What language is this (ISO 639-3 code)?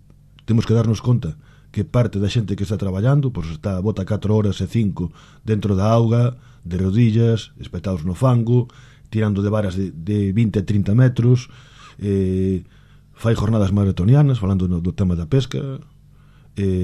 glg